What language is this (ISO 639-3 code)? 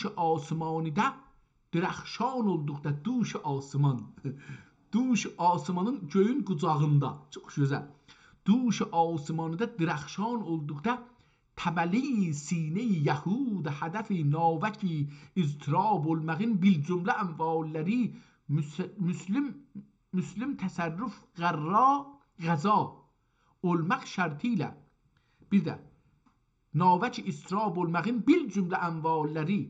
azb